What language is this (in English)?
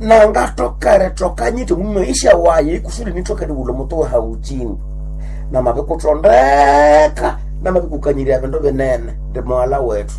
Nande